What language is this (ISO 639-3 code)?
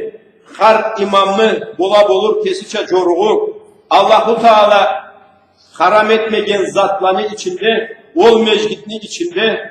krc